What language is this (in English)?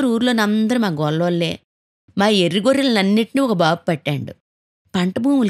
Telugu